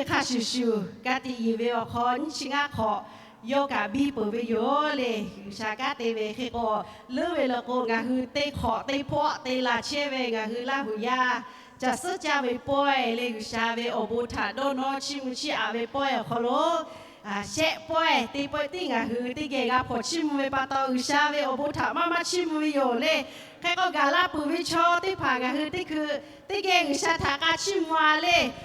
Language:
Lahu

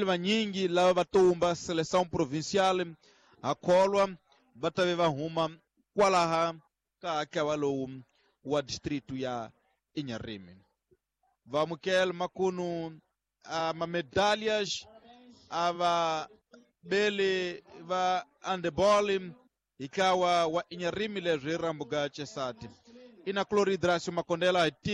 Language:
Tsonga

